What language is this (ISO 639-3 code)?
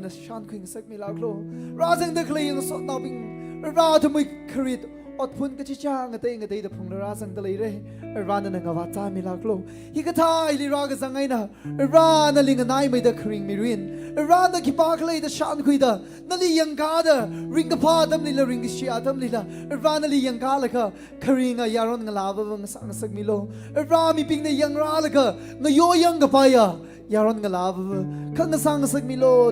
nmf